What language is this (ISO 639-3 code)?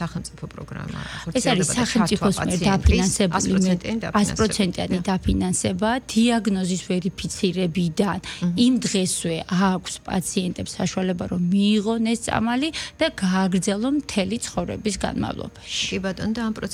kat